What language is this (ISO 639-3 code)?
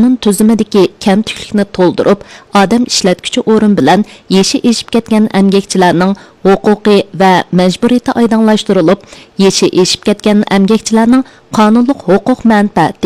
uig